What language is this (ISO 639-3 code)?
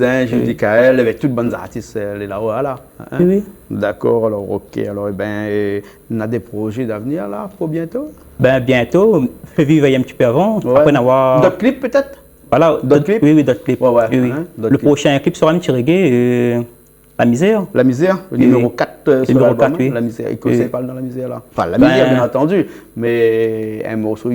rcf